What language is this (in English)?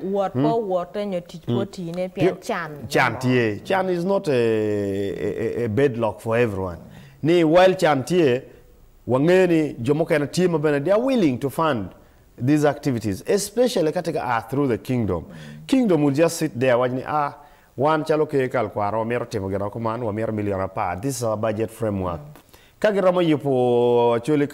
Acoli